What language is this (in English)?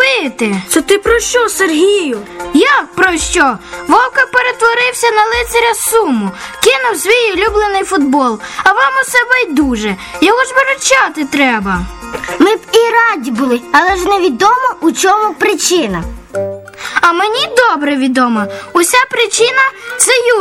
Ukrainian